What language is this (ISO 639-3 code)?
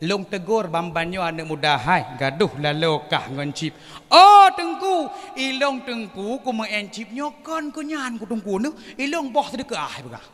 ace